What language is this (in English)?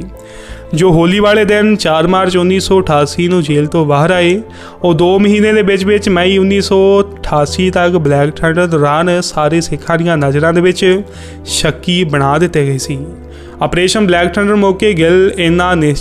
Punjabi